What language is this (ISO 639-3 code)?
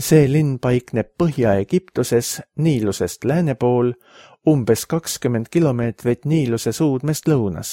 est